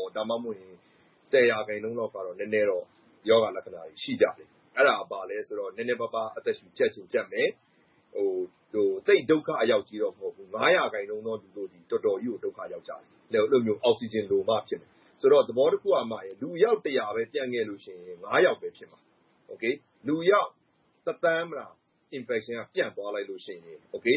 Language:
Burmese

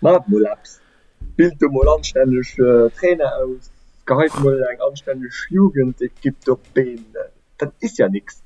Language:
Luxembourgish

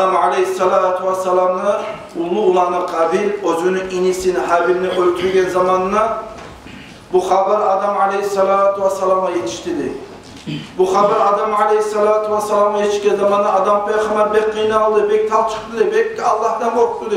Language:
Kumyk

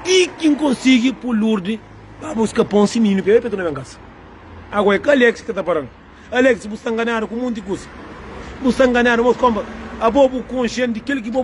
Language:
Kabuverdianu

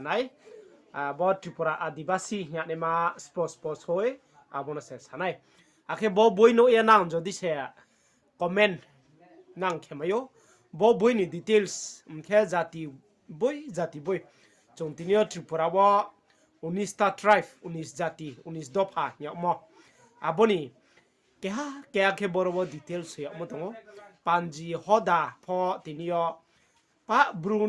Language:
Riang (India)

